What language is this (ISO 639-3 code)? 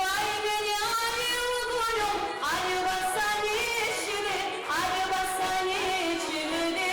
kum